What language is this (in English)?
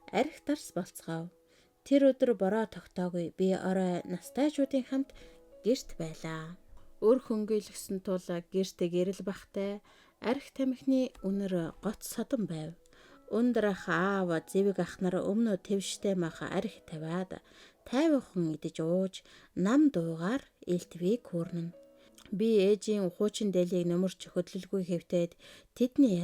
Mongolian